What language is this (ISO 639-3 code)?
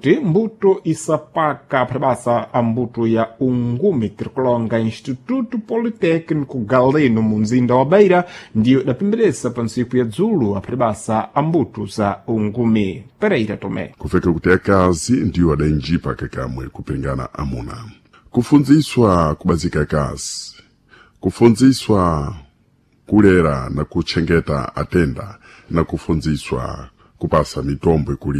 seh